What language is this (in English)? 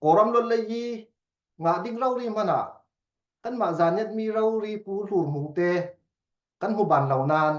Falam Chin